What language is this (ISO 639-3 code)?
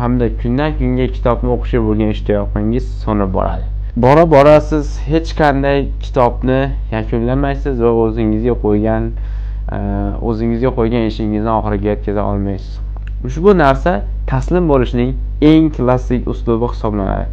uzb